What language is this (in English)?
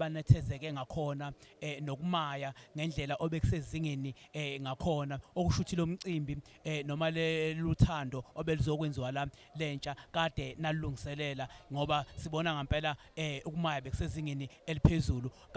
Zulu